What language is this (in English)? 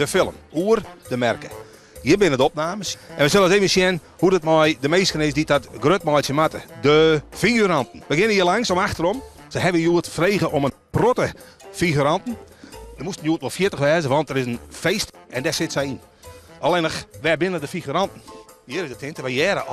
Western Frisian